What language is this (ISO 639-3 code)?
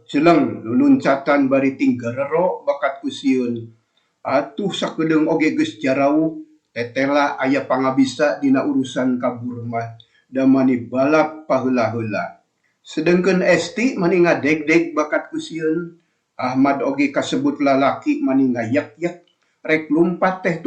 sun